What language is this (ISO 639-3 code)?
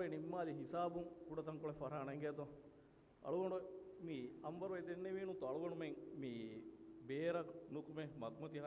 div